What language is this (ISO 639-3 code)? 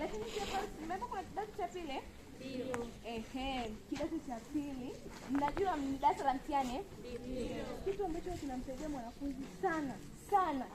swa